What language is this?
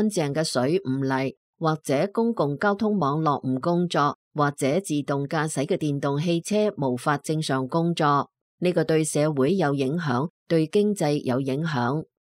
Cantonese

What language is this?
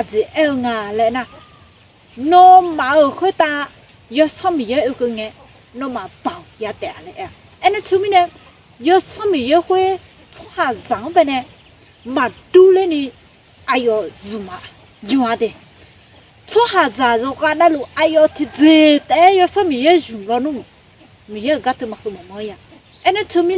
Akha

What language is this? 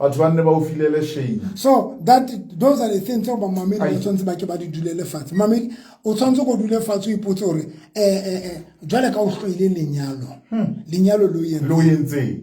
Southern Sotho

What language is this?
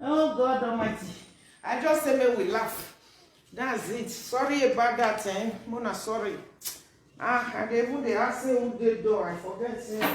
Nigerian Pidgin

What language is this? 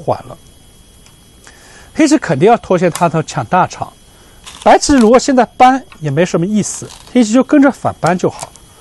Chinese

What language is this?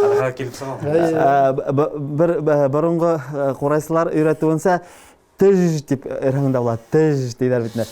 Bashkir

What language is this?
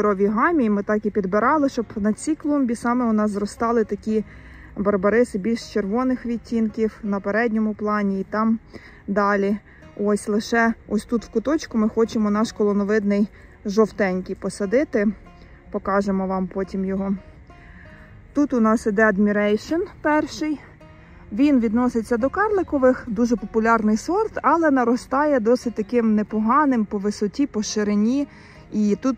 Ukrainian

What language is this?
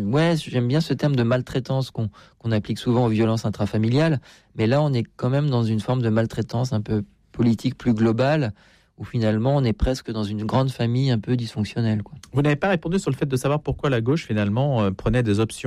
French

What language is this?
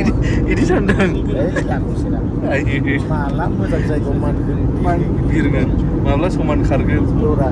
Bodo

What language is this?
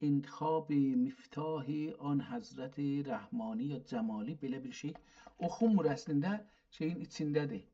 South Azerbaijani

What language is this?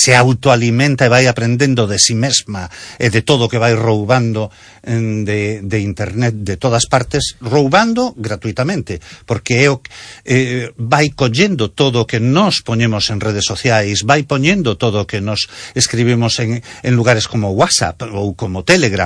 Galician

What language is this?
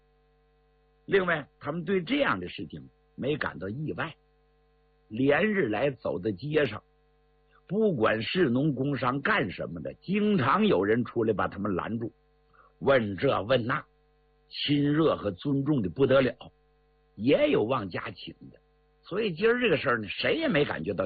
Chinese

